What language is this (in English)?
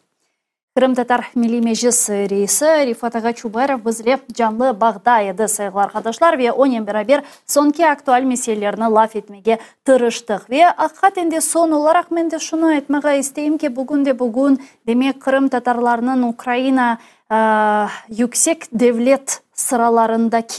Crimean Tatar